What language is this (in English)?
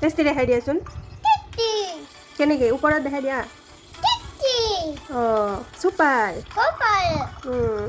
Assamese